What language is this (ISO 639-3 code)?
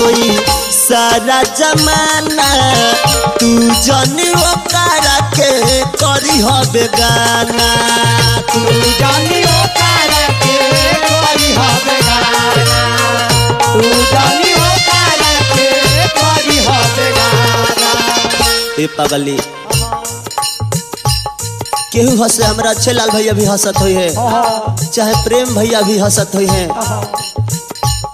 bho